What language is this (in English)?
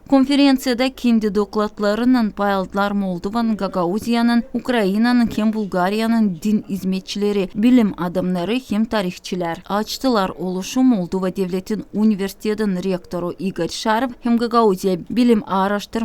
Gagauz